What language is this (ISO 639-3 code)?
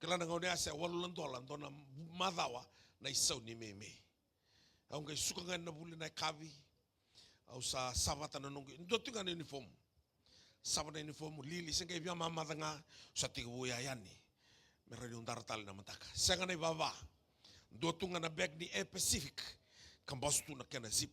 fij